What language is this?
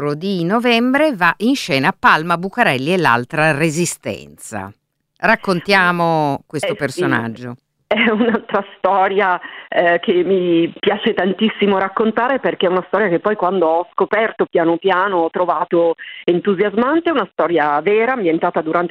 Italian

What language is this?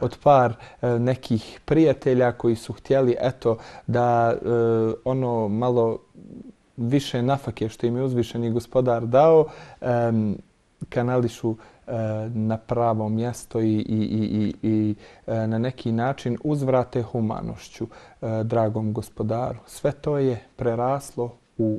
Bosnian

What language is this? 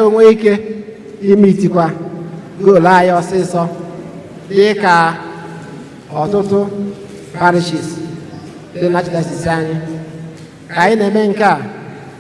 Igbo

